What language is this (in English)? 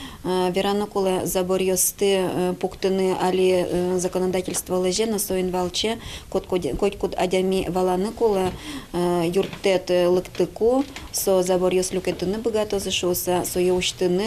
Udmurt